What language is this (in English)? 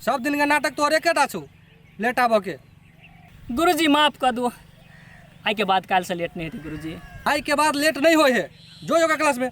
Maithili